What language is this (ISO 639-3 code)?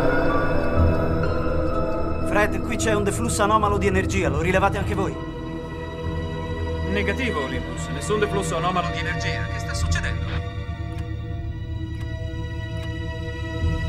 ita